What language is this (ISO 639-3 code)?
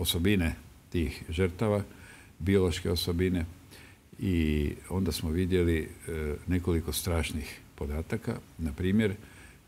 hrv